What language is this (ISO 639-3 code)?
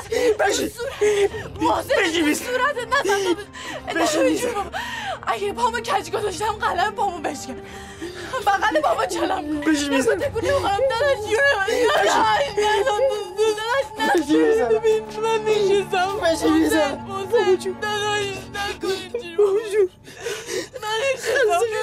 fas